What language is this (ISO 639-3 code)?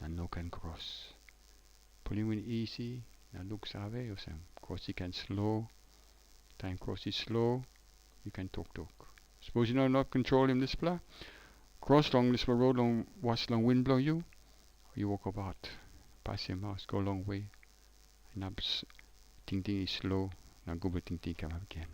tpi